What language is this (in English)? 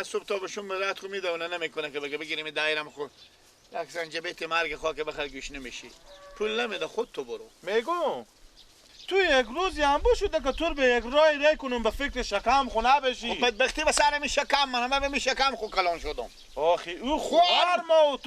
Persian